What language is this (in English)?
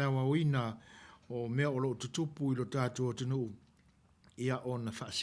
Samoan